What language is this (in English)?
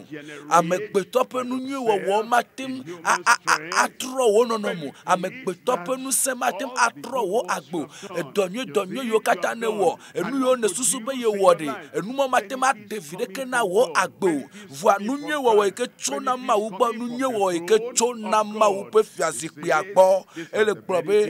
Ewe